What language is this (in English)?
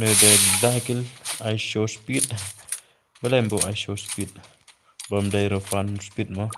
Khasi